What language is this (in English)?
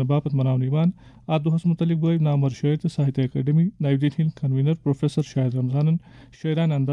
Kashmiri